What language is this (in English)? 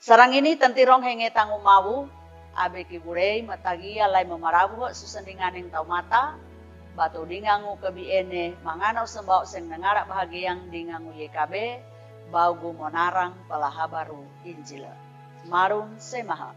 Sangir